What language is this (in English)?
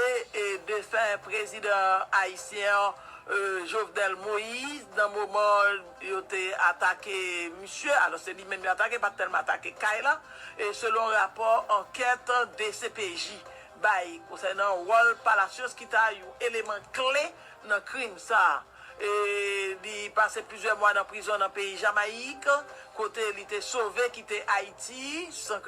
Haitian Creole